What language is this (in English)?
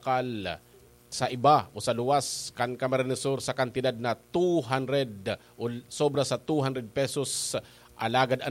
Bikol